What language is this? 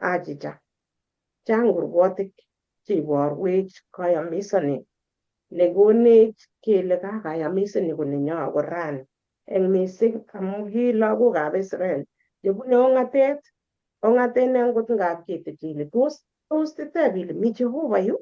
Kalenjin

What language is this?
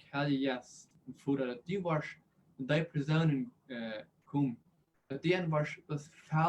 Plautdietsch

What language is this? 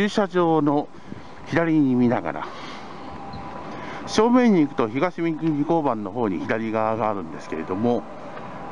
Japanese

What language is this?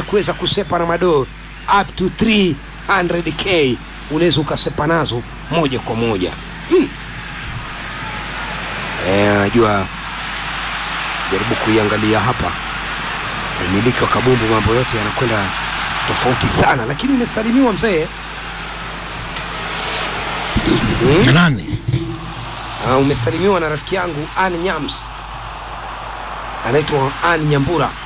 Swahili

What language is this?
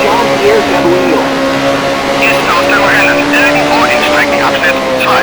Bavarian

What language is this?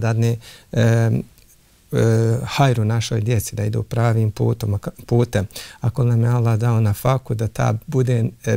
Bosnian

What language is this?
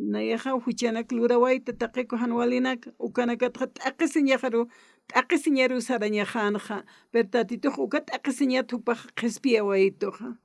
Aymara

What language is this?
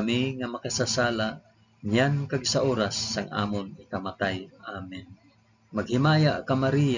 Hiligaynon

